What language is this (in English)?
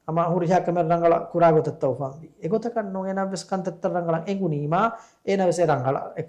Divehi